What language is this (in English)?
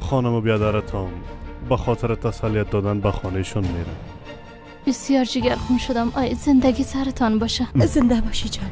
Persian